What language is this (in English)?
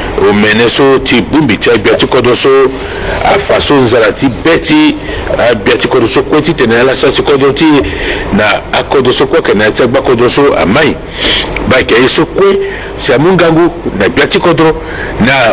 Sango